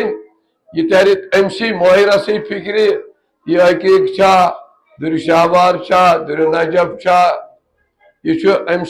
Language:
Kashmiri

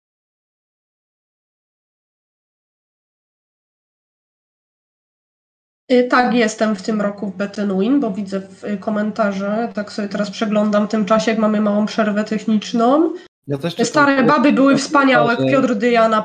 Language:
Polish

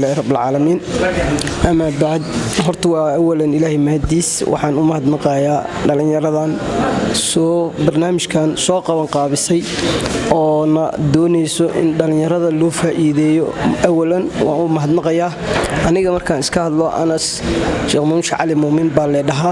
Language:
Somali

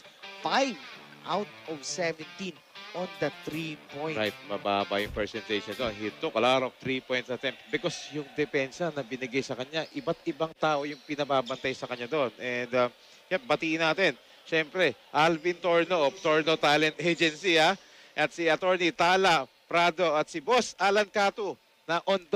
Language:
Filipino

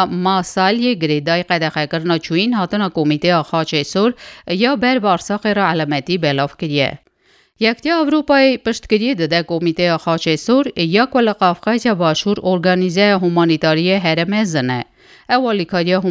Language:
Kurdish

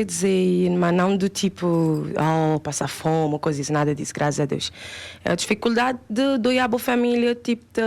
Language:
Kabuverdianu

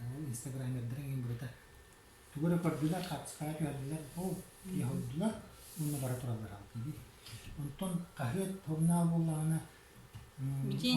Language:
Yakut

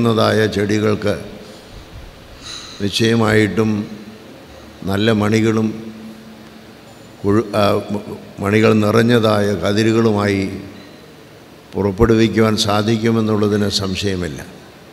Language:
Malayalam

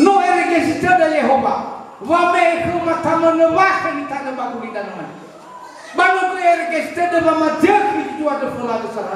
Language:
Nias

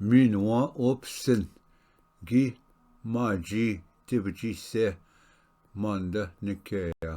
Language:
Ojibwa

